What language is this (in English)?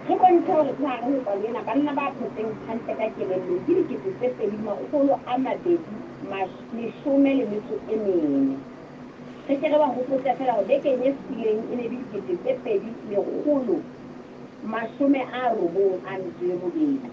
Southern Sotho